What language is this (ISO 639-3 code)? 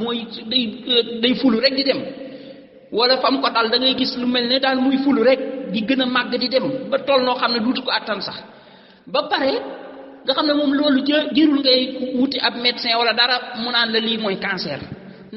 wol